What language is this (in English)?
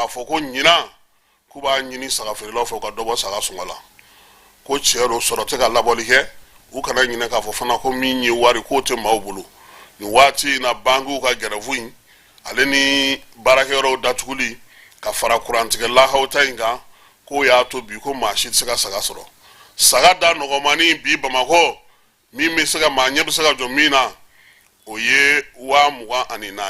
Bambara